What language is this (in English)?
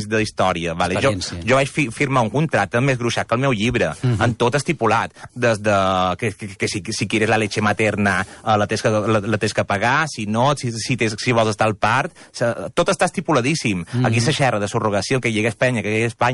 Catalan